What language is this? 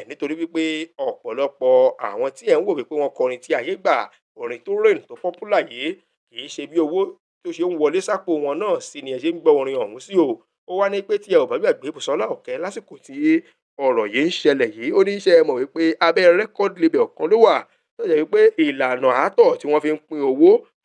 Yoruba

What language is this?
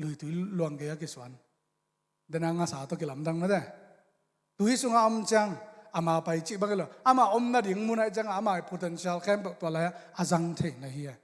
Tedim Chin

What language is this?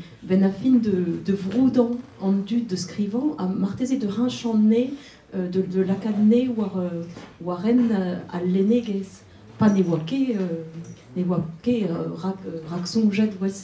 Breton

